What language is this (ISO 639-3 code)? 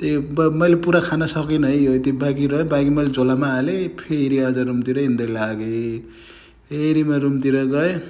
nep